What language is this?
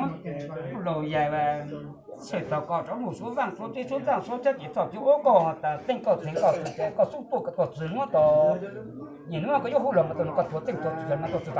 Hmong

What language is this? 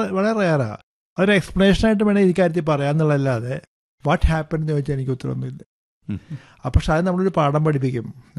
Malayalam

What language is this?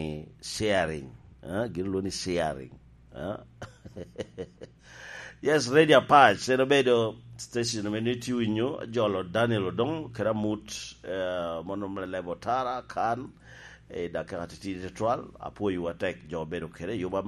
Lango (Uganda)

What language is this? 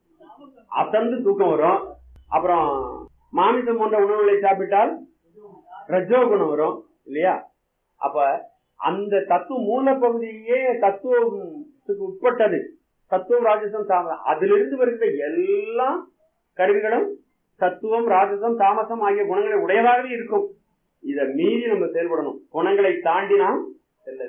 Tamil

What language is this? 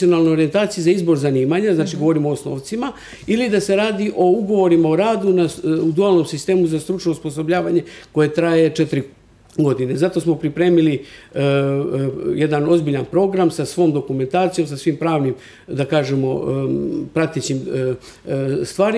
Serbian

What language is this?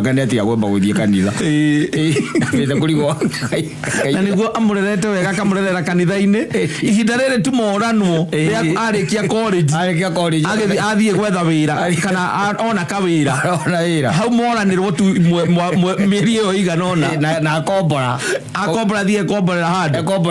Kikuyu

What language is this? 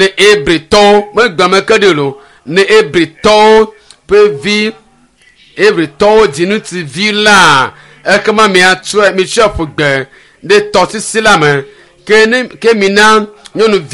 Ewe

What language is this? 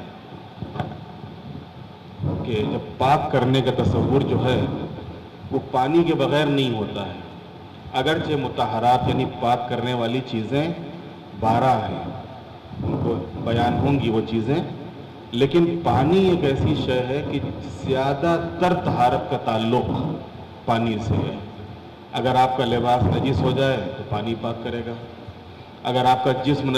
Urdu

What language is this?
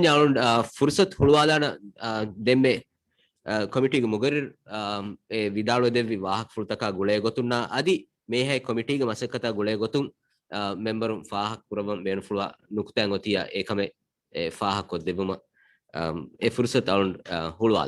Divehi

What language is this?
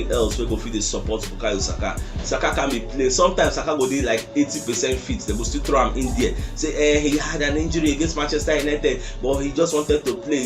Nigerian Pidgin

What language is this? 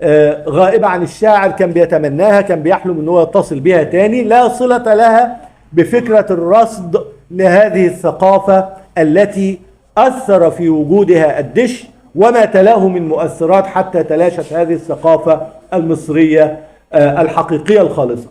Egyptian Arabic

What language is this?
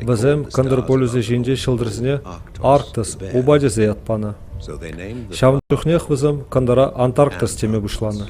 Chuvash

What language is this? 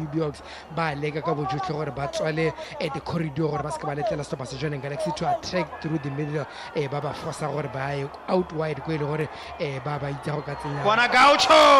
Tswana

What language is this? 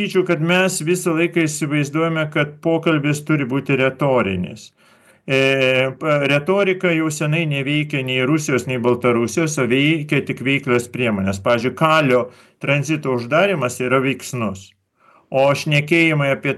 Lithuanian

